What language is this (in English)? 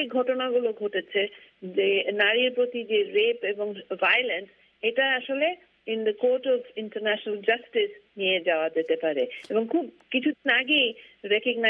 Bangla